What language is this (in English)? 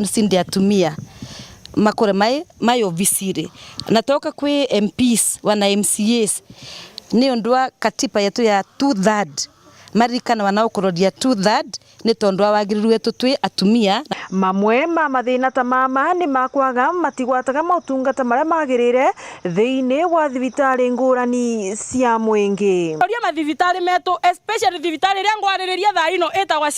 Meru